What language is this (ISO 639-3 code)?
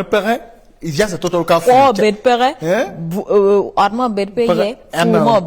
ach